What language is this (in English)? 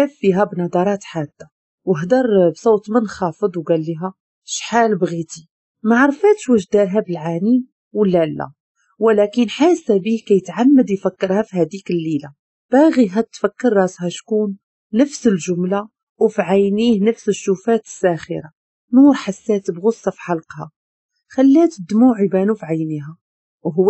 Moroccan Arabic